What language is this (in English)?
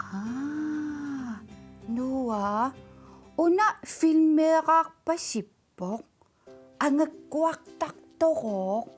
Kalaallisut